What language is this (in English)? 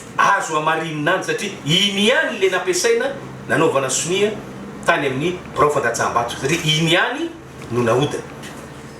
Malagasy